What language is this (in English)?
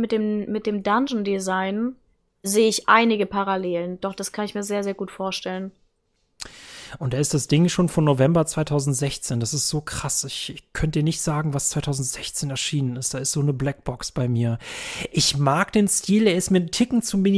German